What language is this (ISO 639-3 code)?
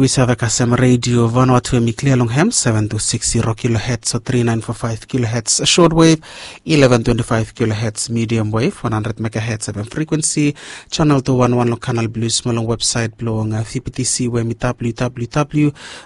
bis